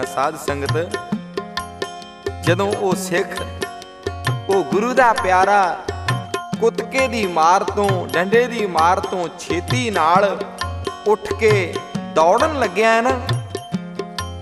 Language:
Punjabi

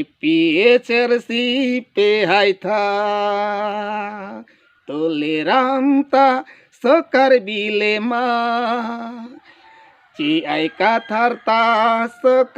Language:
Karbi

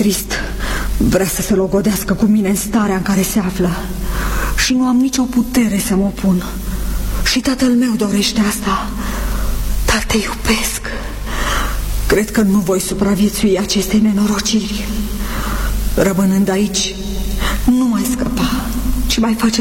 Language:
Romanian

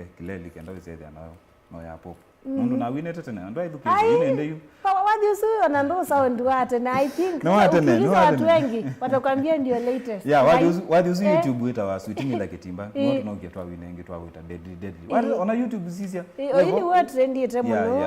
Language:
Kamba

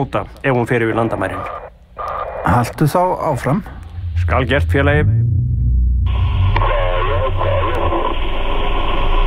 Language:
Icelandic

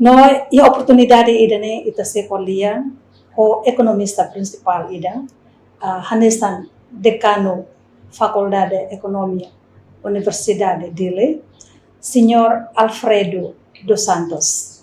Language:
Tetum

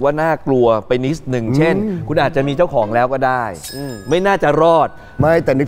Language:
Thai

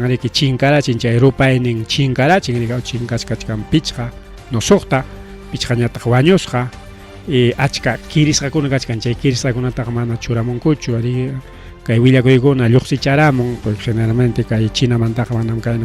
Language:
Ayacucho Quechua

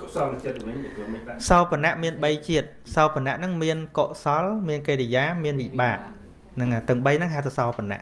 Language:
Khmer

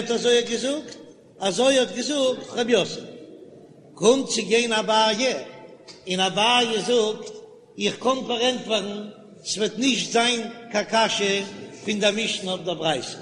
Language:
Yiddish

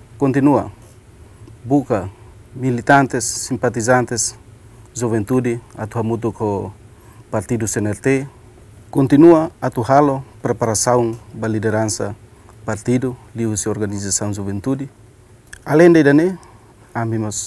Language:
Tetum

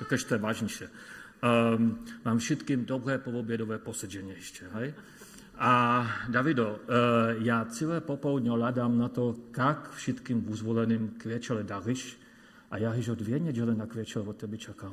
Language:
Upper Sorbian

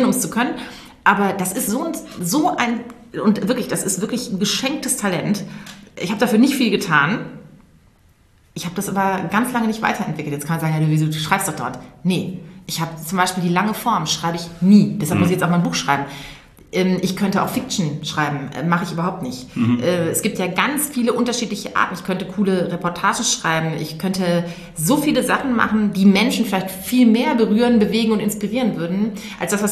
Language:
German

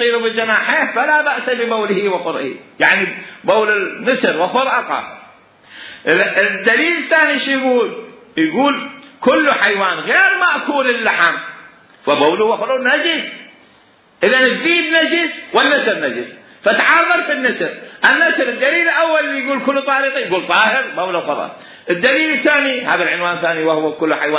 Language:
Mesopotamian Arabic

